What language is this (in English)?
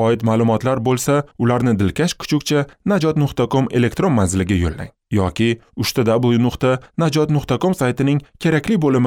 Uzbek